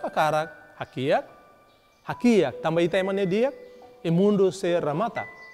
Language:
Tetum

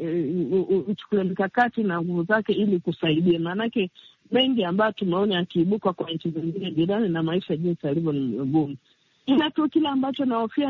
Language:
Swahili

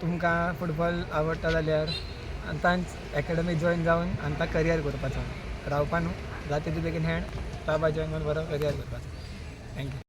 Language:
Konkani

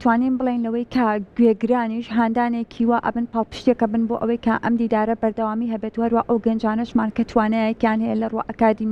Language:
Central Kurdish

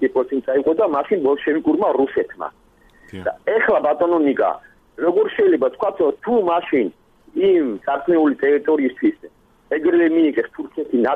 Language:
Georgian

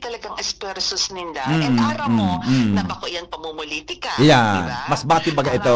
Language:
Bikol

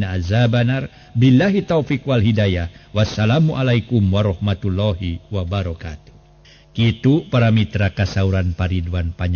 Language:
Sundanese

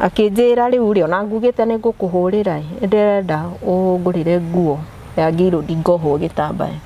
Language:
Kikuyu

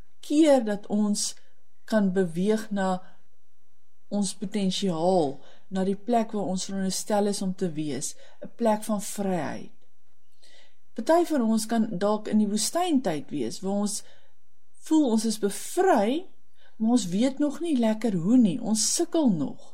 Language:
Afrikaans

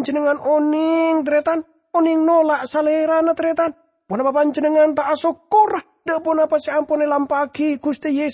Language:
Madurese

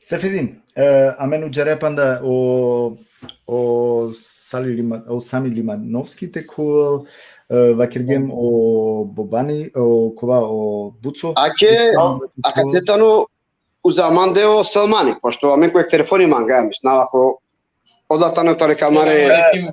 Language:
Balkan Romani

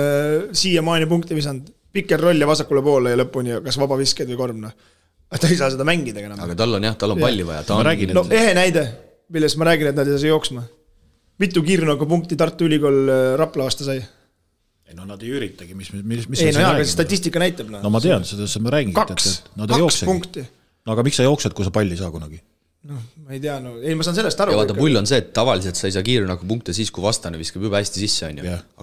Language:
Estonian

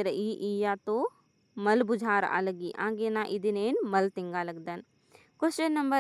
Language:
Kurukh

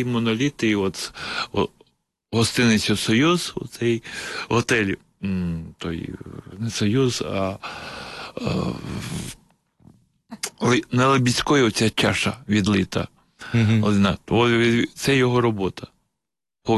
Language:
Ukrainian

